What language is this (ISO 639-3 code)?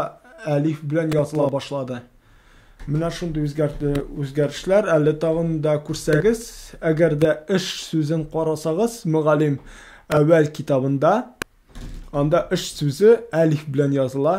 tat